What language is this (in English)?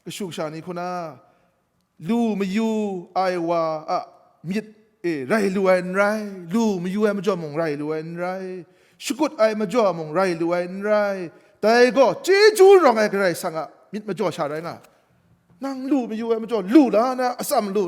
Kachin